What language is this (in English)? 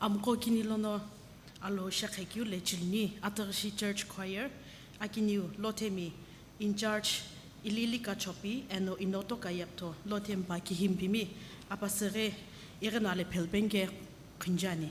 Sumi Naga